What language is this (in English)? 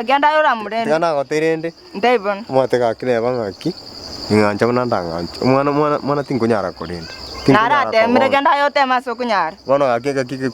Gusii